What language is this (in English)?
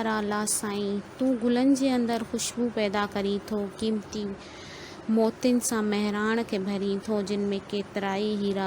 Sindhi